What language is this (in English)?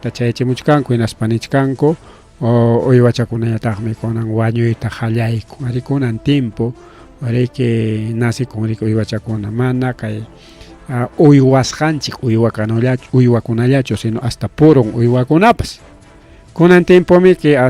Ayacucho Quechua